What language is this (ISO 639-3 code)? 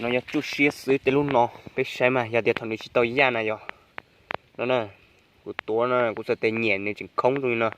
hmn